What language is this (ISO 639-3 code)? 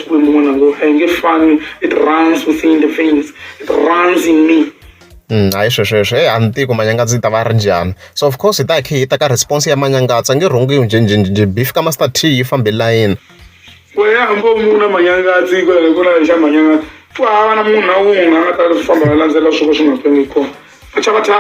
tso